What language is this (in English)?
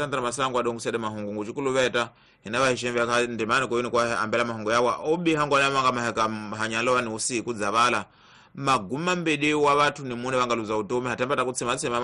Tsonga